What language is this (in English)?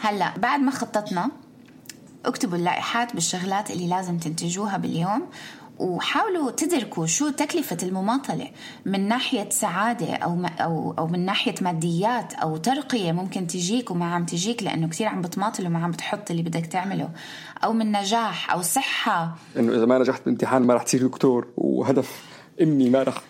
North Levantine Arabic